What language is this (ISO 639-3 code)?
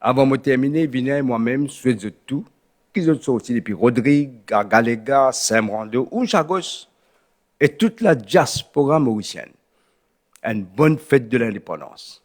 mfe